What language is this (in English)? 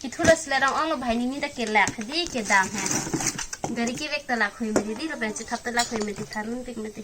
Karbi